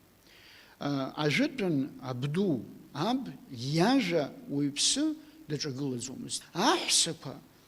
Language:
Abkhazian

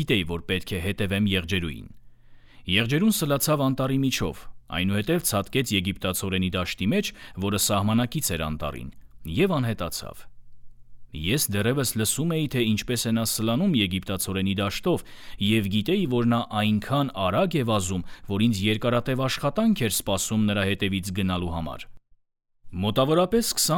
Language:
Armenian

